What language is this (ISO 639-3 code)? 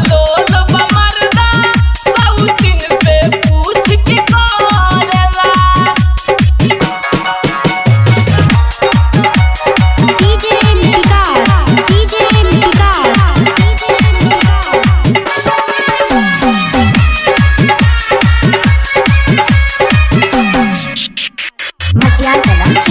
bho